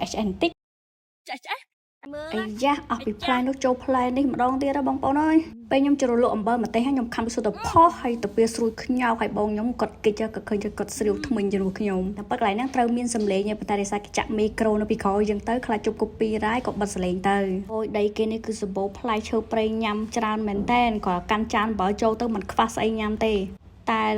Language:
Khmer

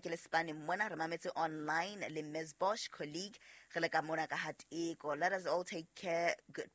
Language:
Southern Sotho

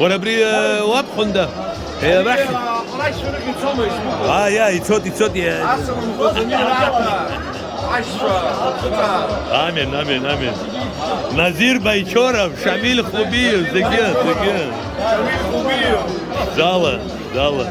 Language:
Abkhazian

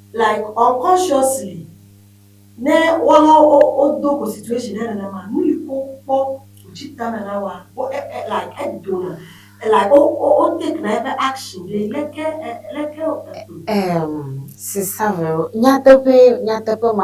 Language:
Ewe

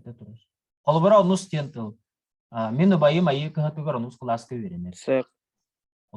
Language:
Yakut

